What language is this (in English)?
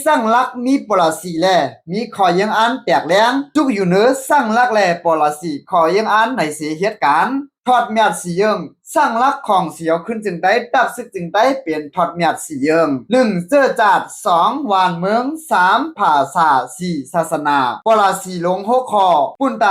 Shan